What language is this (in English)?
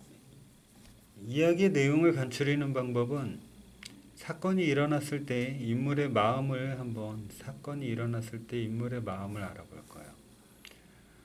Korean